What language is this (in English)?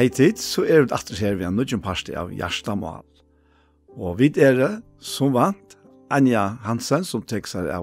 Faroese